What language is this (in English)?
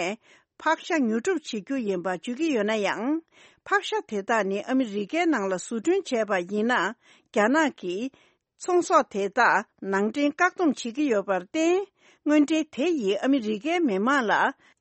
Tibetan